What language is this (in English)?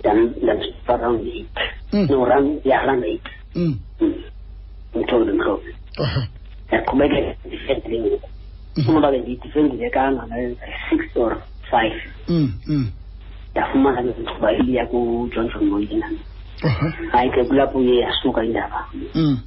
Xhosa